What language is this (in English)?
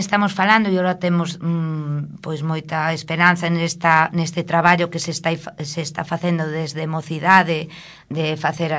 Galician